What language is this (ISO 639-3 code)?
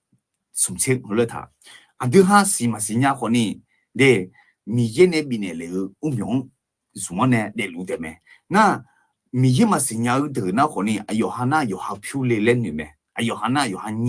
ahk